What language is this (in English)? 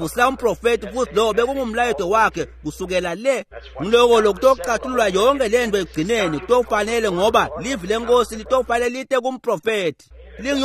Swati